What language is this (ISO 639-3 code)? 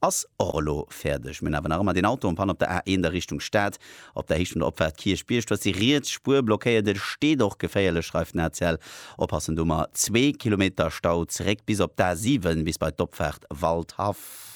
ltz